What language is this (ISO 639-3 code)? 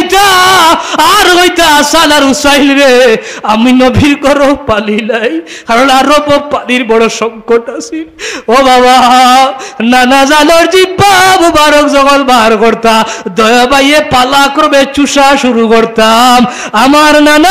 syl